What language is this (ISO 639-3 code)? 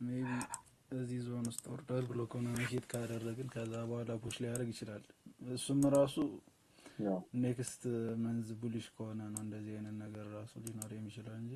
amh